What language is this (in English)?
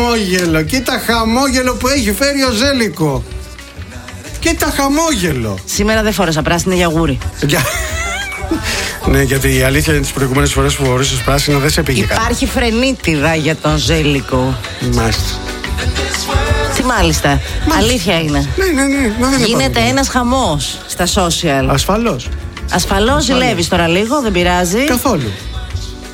Greek